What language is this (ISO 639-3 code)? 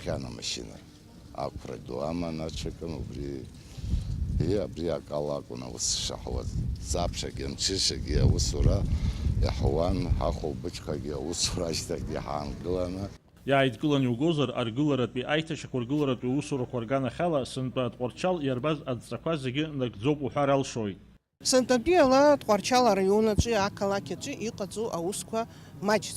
abk